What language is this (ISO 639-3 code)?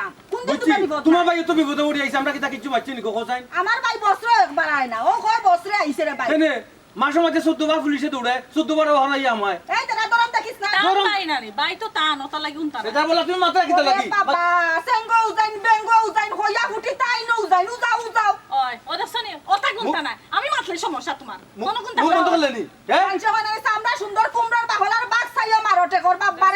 syl